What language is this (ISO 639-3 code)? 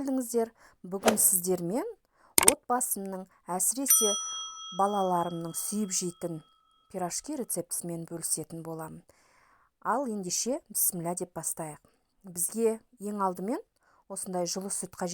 kaz